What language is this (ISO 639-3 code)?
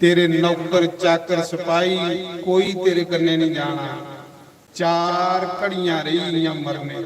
doi